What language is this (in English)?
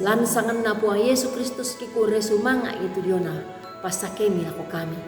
Toraja-Sa'dan